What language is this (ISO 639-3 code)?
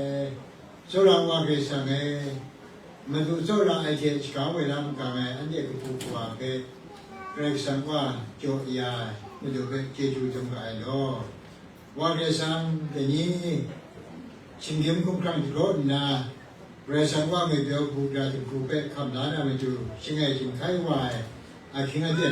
kac